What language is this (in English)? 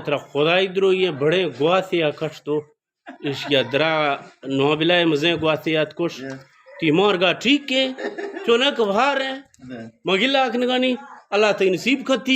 Eastern Balochi